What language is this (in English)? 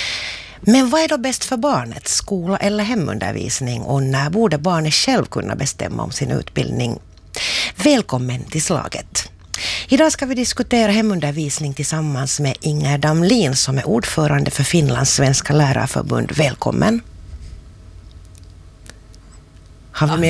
Swedish